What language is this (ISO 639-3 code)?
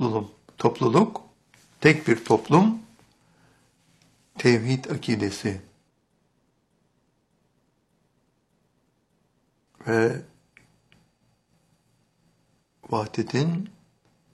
tur